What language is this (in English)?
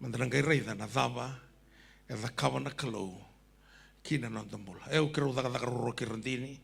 Fijian